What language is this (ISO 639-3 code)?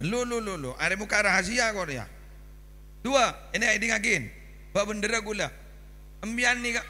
mad